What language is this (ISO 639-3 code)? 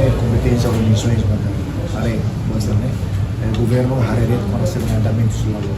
tet